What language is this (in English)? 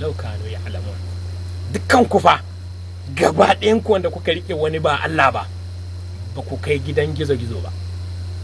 Hausa